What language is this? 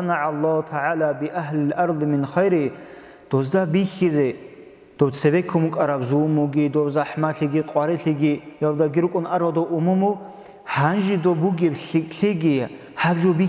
Avaric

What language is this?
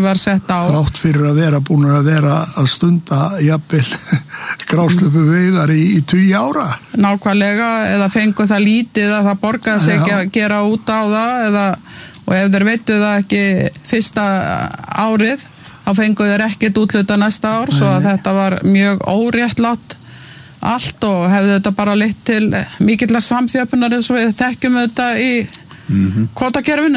Icelandic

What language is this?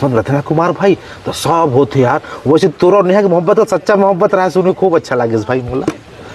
Chhattisgarhi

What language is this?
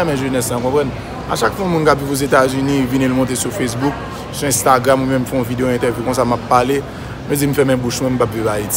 Haitian Creole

